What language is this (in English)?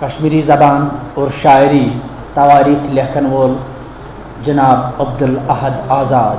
Kashmiri